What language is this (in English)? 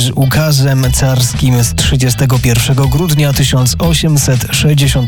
Polish